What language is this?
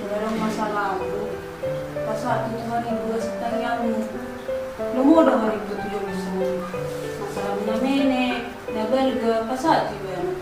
Batak Toba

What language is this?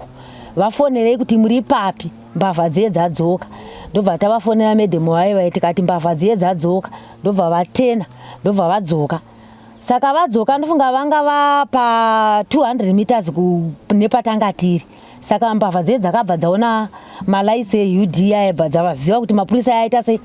Shona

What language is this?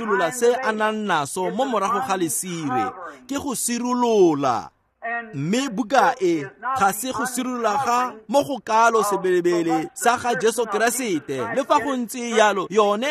Tswana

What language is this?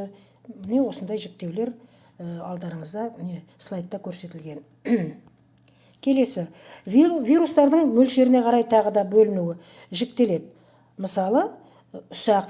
Kazakh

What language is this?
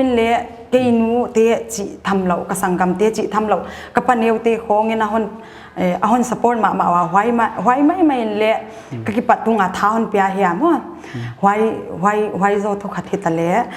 Paite Chin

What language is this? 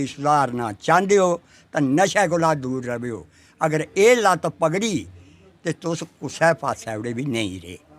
Dogri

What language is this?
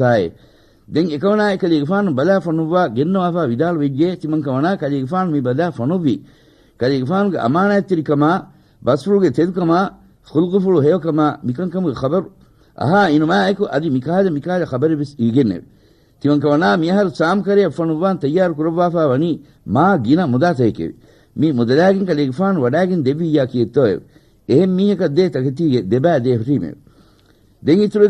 Divehi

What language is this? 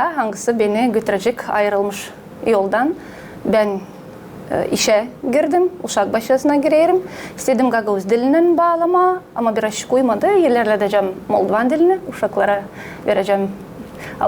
Gagauz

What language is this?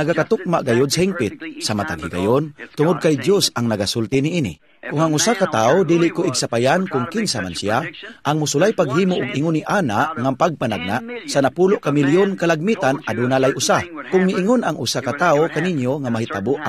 Cebuano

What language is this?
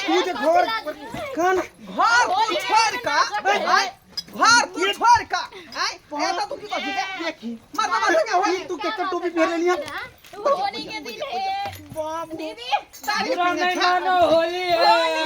Maithili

